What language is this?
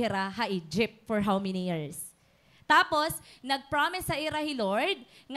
Waray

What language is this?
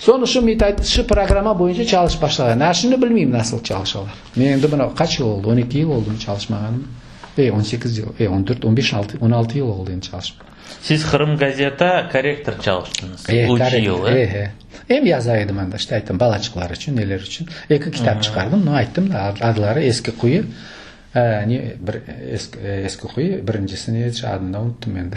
Crimean Tatar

